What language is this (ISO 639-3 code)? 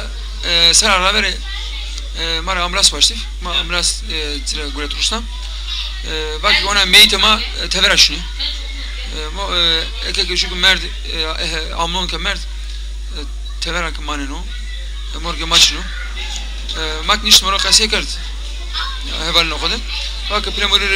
zza